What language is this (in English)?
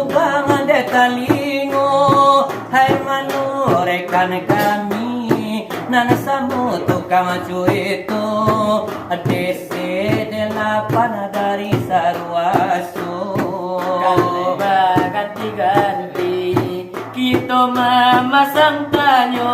Minangkabau